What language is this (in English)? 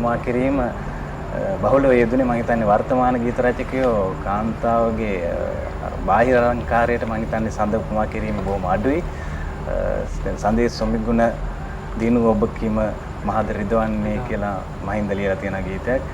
Sinhala